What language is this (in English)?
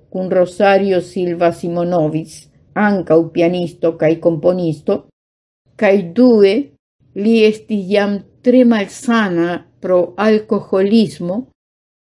Esperanto